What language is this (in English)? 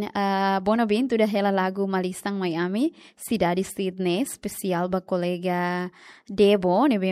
Tetum